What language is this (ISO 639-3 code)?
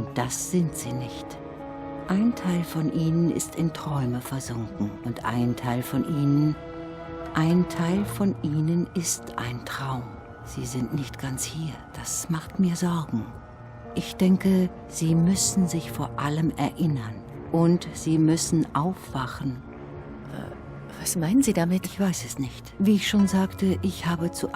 gsw